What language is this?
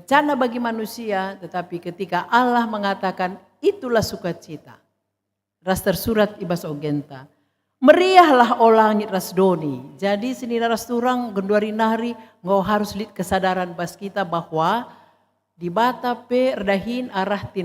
Batak Karo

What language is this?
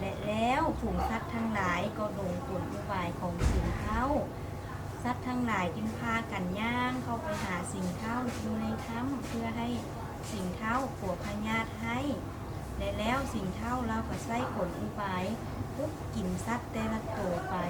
Lao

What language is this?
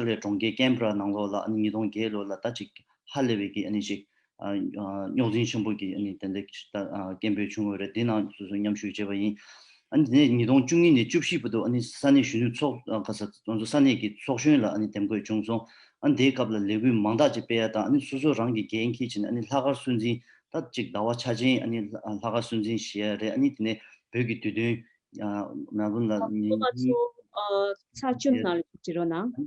Tibetan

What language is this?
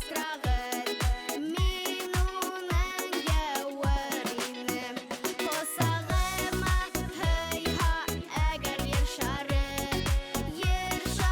Bashkir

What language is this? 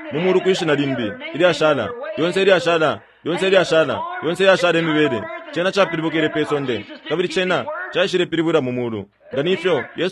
Bemba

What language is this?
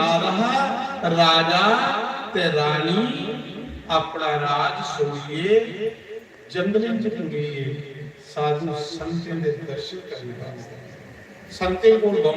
Dogri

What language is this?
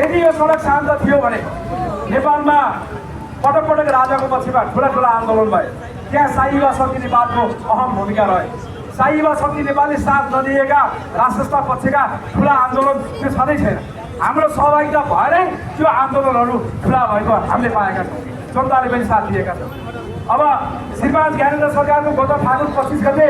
Nepali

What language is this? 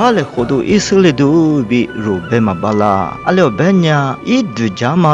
Lisu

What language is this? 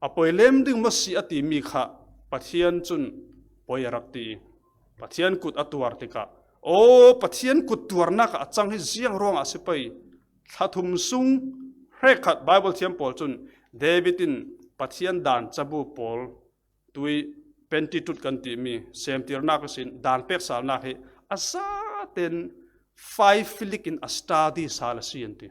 Falam Chin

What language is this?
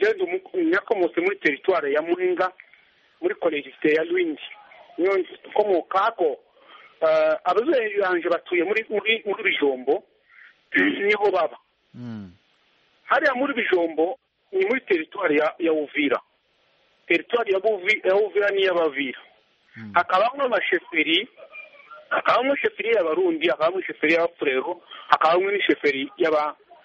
Kinyarwanda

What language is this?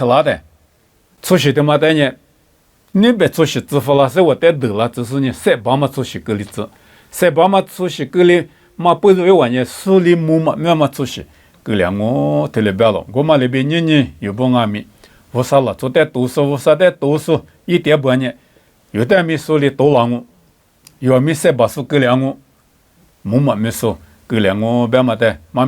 Lisu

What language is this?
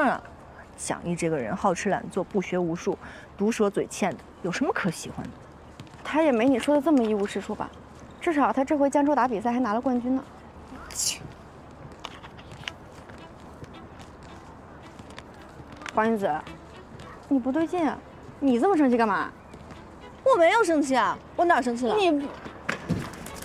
Chinese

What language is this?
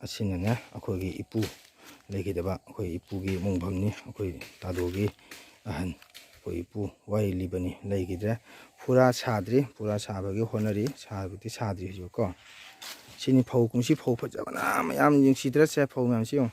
Manipuri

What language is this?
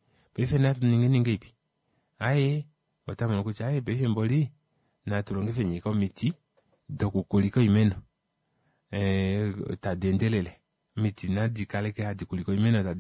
Kuanyama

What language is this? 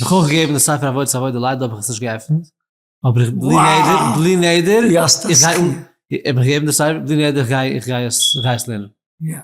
Yiddish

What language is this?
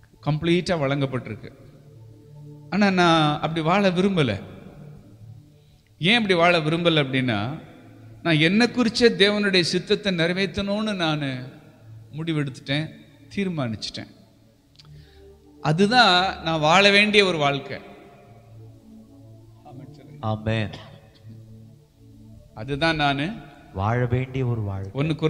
Tamil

